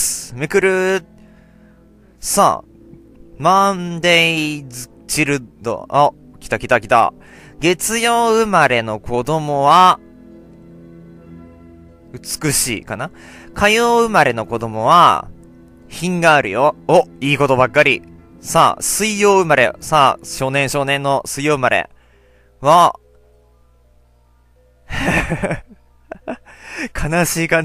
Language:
Japanese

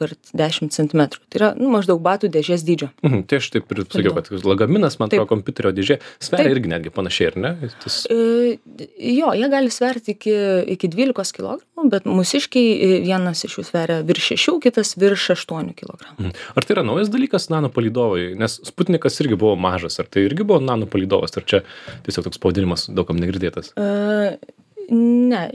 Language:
Lithuanian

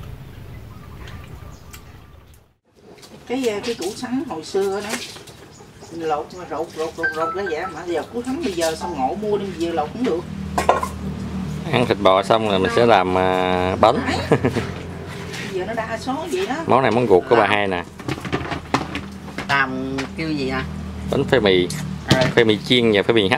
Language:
Vietnamese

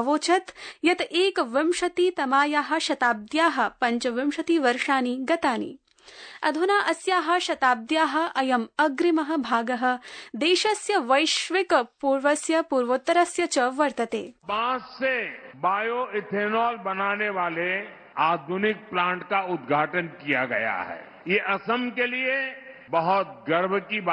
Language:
Sanskrit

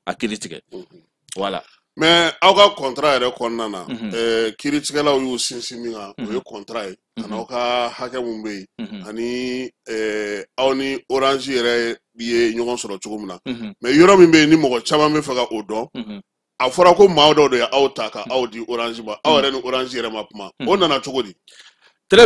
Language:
Bambara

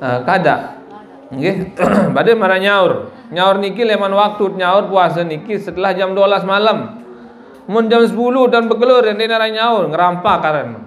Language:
Sasak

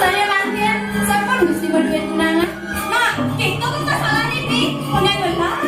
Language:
Balinese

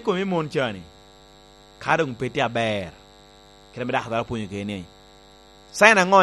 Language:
Lango (Uganda)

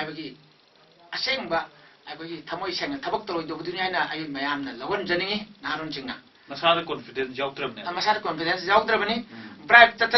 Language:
Manipuri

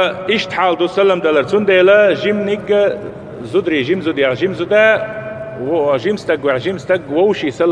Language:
Chechen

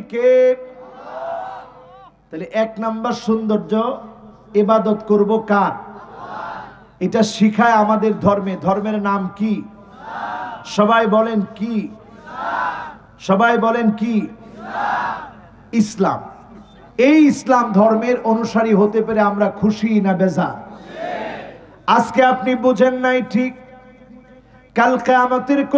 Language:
Bangla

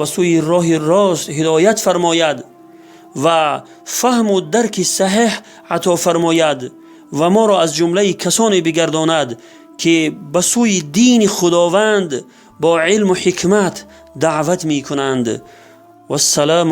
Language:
Tajik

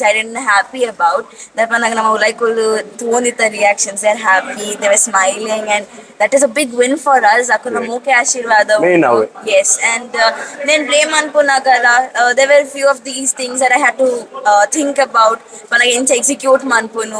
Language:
Tulu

